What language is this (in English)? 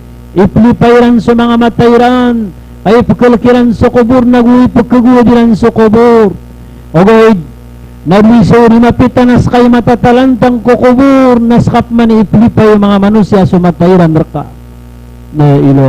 Maranao